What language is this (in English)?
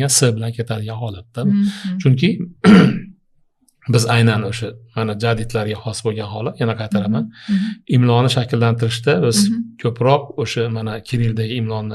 Uzbek